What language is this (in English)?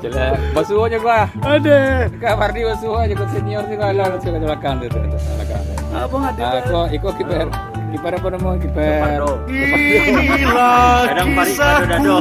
Minangkabau